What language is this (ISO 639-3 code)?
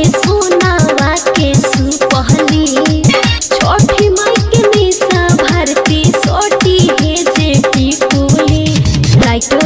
bho